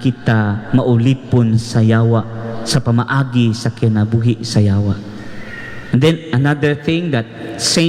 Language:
Cebuano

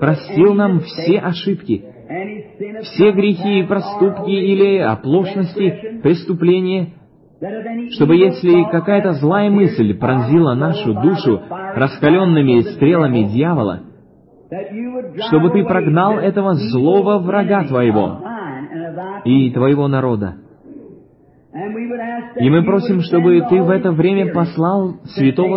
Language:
Russian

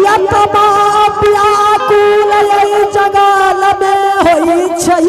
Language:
Angika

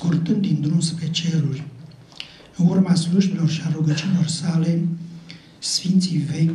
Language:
Romanian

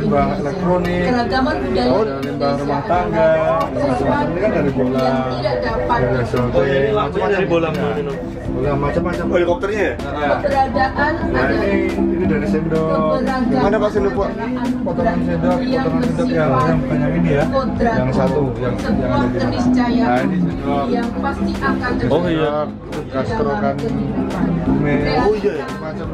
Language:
Indonesian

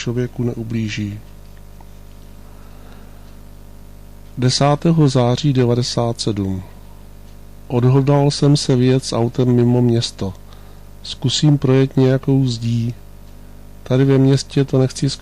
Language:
Czech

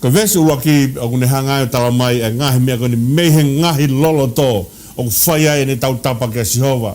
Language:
Tongan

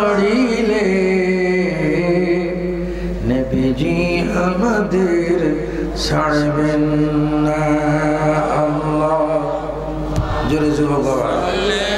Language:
Bangla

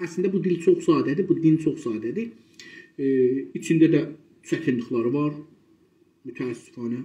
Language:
South Azerbaijani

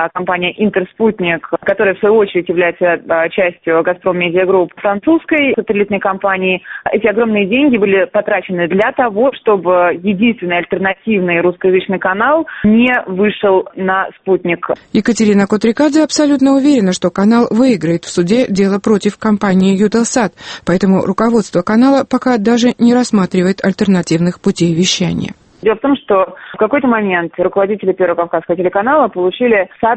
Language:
Russian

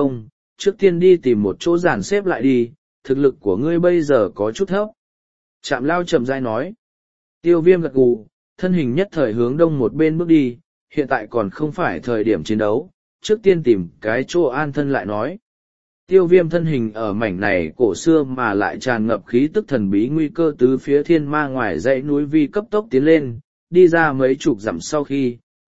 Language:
Vietnamese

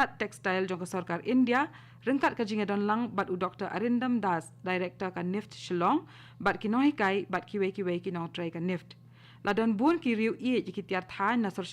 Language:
Khasi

